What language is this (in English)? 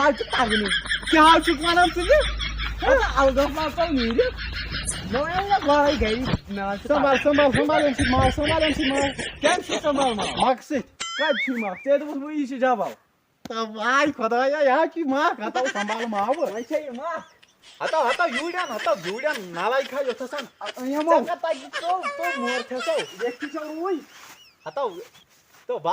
Kashmiri